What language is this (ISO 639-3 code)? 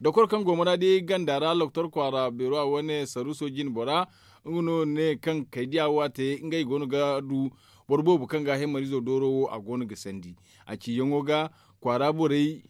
dje